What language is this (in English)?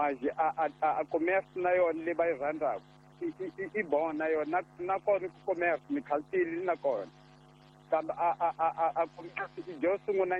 Tsonga